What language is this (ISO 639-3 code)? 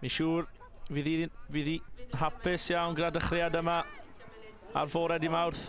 cym